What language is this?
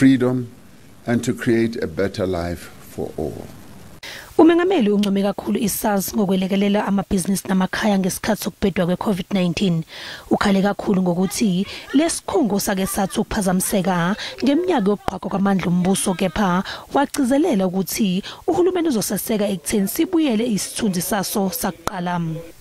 Zulu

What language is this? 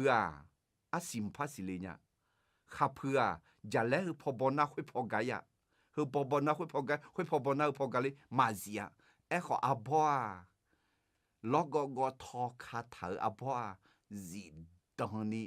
Akha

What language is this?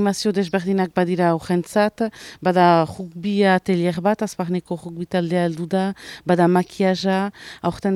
Basque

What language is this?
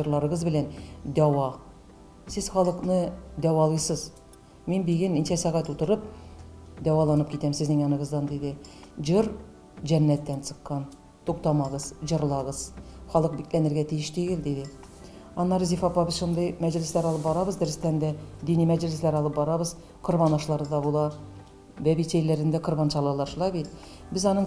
Tatar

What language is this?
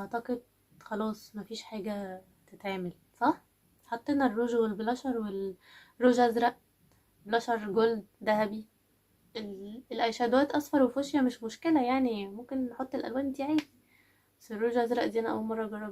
Egyptian Arabic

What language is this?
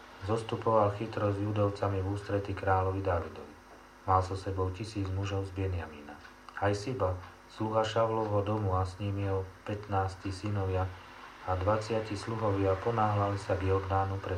Slovak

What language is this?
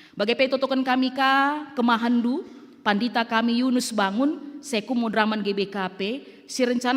Batak Karo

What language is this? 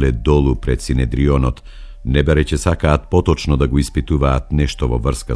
Macedonian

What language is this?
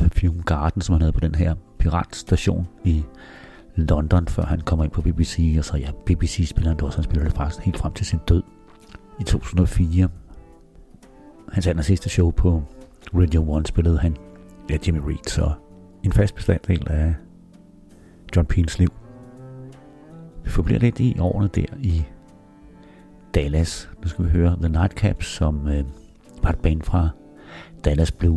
Danish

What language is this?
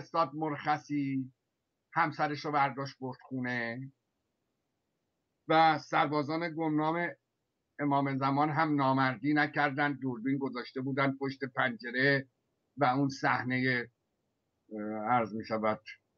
Persian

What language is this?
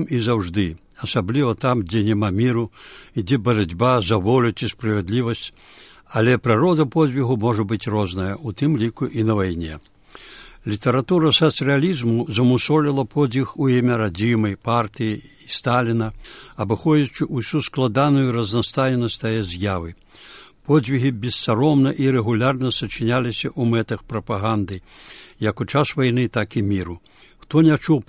Belarusian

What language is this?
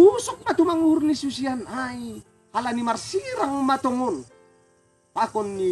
Batak Simalungun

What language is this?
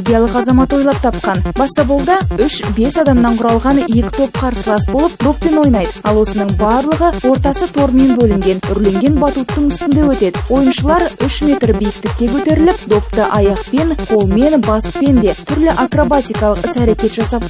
Kazakh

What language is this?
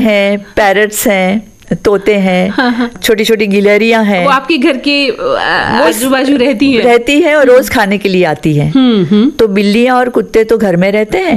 Hindi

